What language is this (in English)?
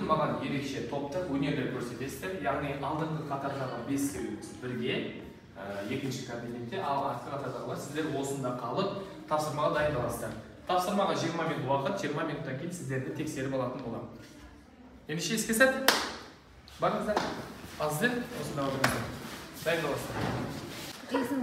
Kazakh